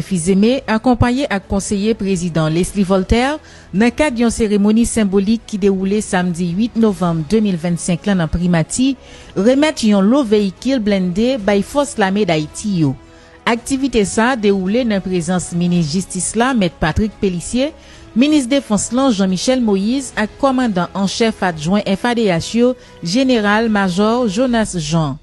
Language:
Haitian Creole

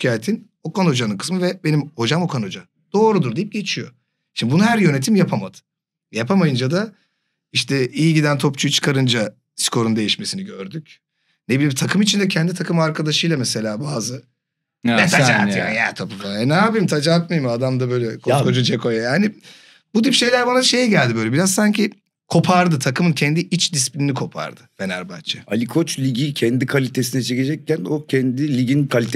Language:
Turkish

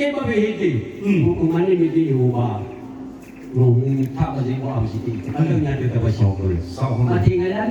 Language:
Nias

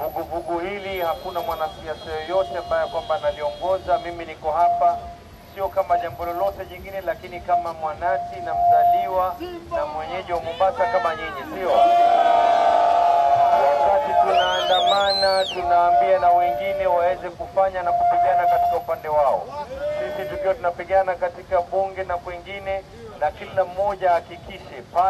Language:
Swahili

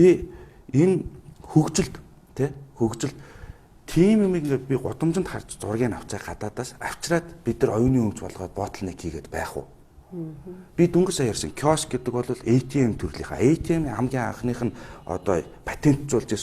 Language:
Mongolian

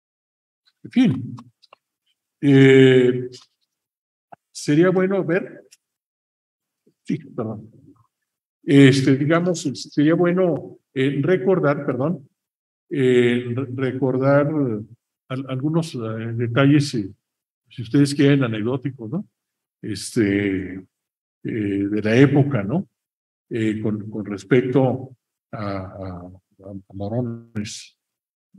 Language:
Spanish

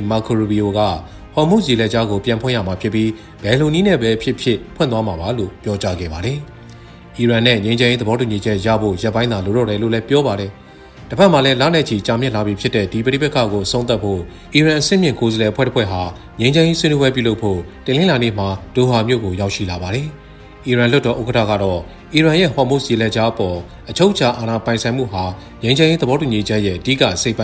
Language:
Burmese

